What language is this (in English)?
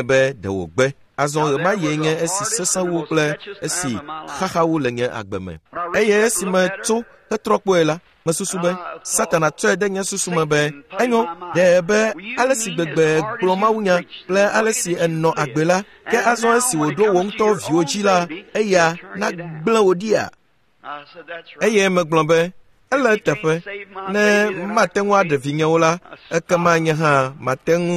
Ewe